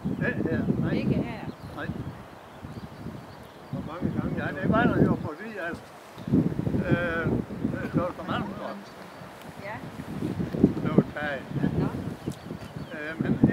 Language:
Danish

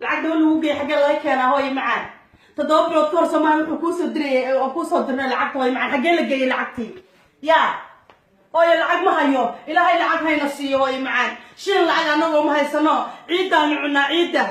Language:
Somali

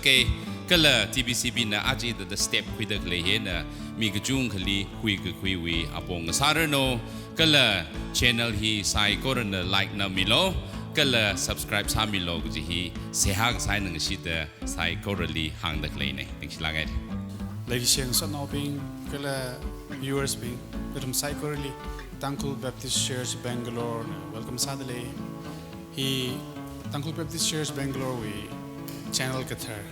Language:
Tangkhul Naga (India)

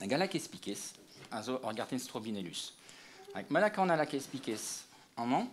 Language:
Breton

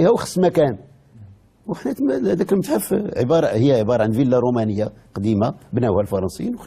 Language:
Moroccan Arabic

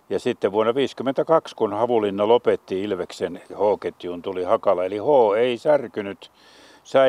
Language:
Finnish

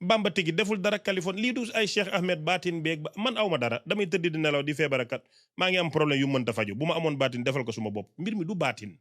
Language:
Wolof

